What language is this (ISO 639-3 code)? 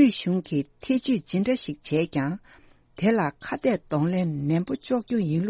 bod